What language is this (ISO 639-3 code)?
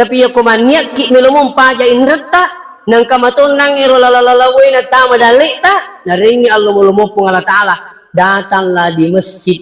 bug